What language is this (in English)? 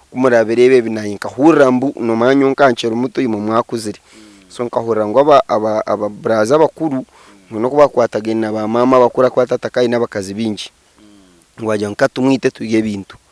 Nyankole